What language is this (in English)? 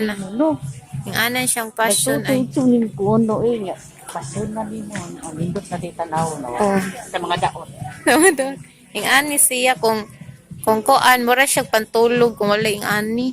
Cebuano